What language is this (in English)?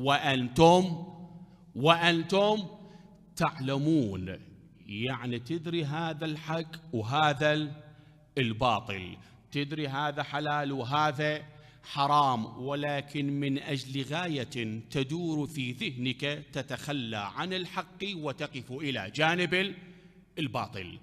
Mesopotamian Arabic